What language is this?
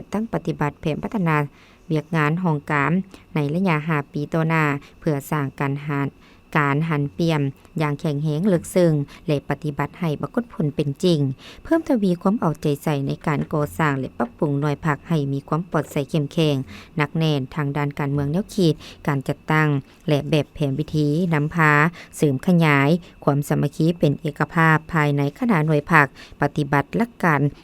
Lao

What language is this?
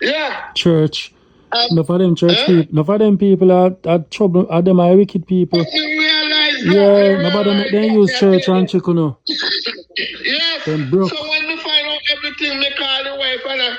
Jamaican Creole English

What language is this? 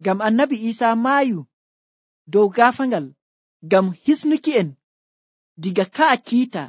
Nigerian Fulfulde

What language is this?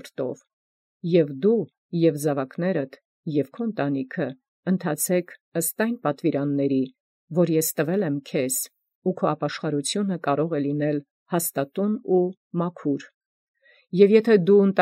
Armenian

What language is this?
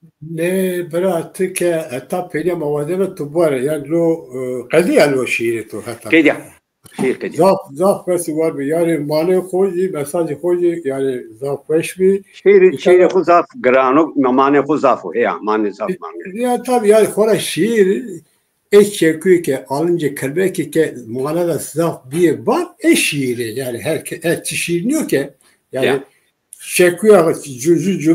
Zaza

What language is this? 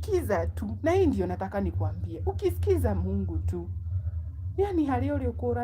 Kikuyu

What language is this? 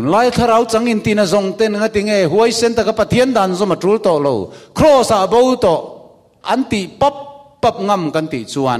Mizo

